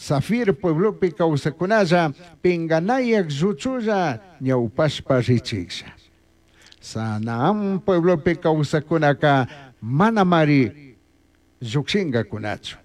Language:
Chimborazo Highland Quichua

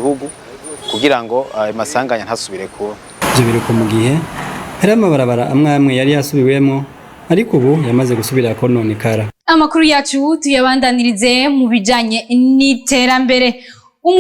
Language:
Rundi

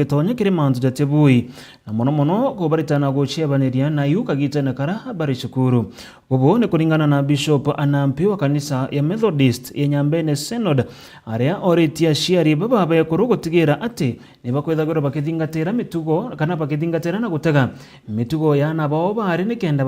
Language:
Meru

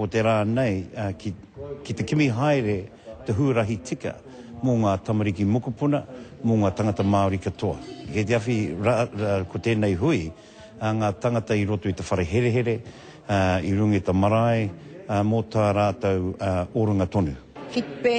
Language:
Māori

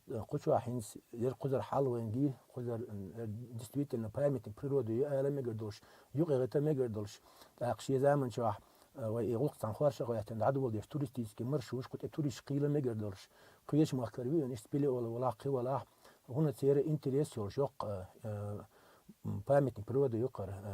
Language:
Chechen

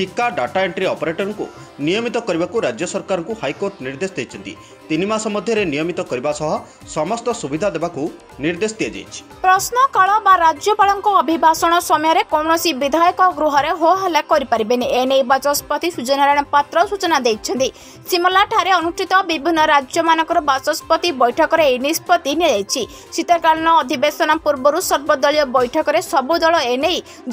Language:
Odia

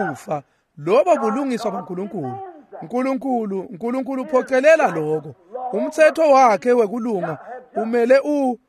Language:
Swati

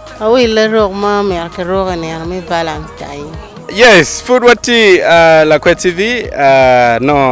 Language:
Acoli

